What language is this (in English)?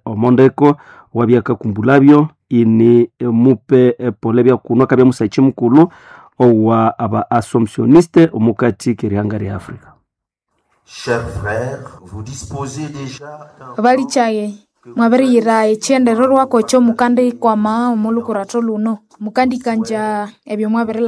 Nande